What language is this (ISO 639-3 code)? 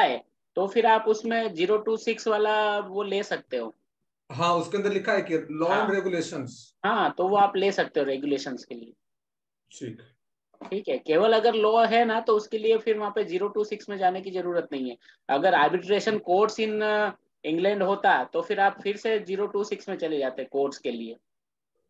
hin